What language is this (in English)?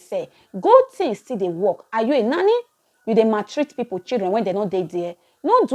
Nigerian Pidgin